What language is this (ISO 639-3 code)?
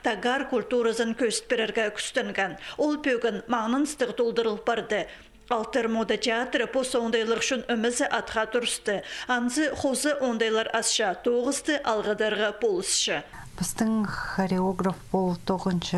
kjh